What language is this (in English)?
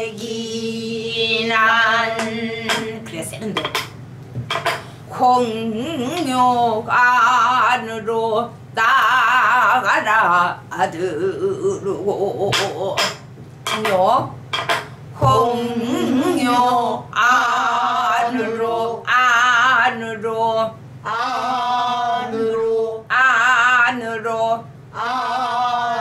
Korean